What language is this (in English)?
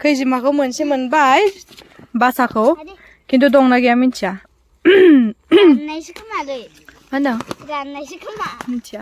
Bodo